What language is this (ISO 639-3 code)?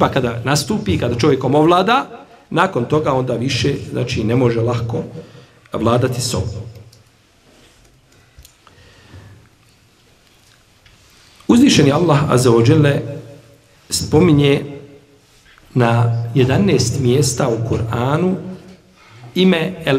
bos